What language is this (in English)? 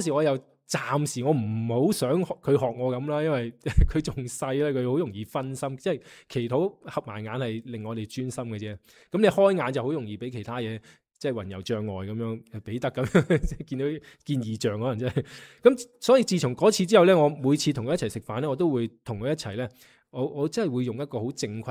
Cantonese